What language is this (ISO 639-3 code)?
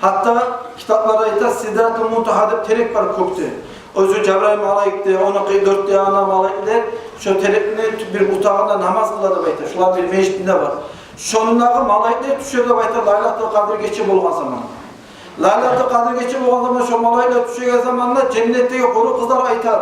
kum